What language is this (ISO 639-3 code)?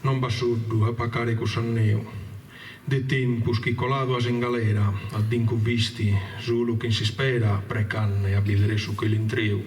srd